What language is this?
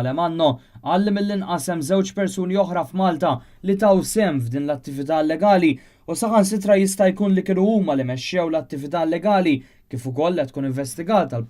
Maltese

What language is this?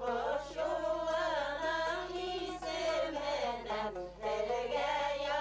Bashkir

